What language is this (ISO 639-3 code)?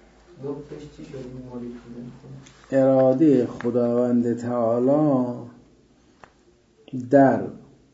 fas